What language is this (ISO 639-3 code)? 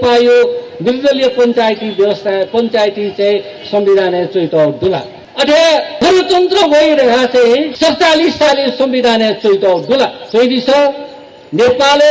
new